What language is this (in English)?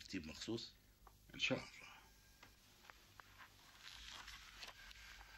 Arabic